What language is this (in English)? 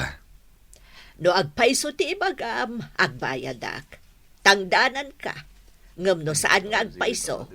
Iloko